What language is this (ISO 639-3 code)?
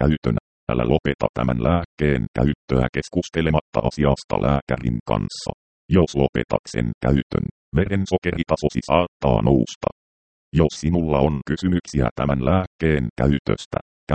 fin